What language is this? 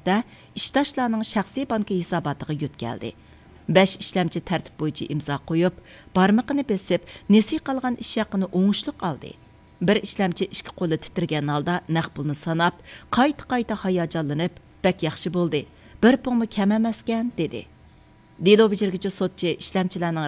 Uyghur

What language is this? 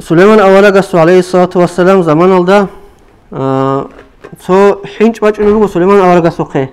Avaric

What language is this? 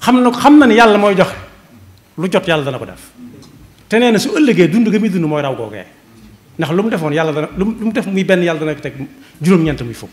Wolof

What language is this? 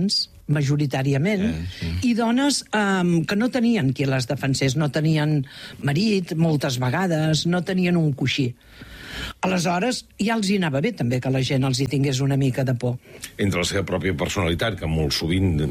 Catalan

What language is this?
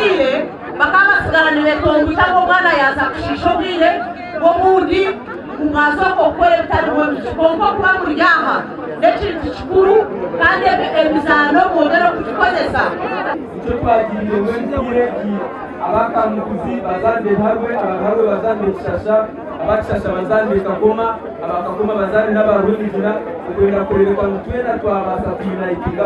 Nyankole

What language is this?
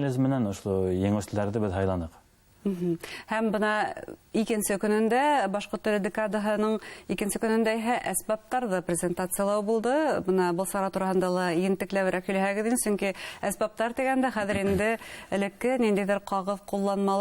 Bashkir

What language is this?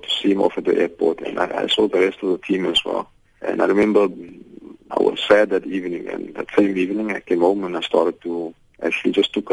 English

